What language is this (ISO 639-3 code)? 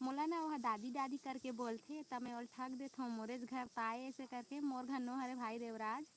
hne